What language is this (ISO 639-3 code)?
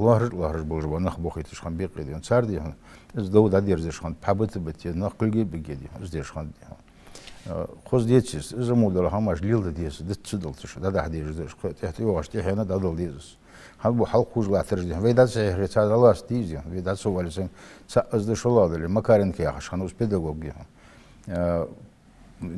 inh